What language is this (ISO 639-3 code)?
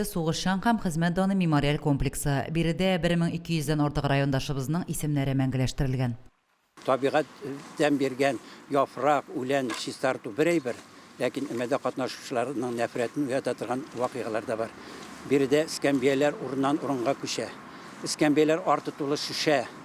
tat